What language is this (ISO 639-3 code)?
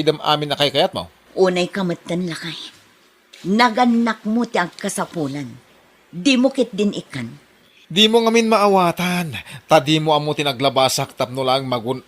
ilo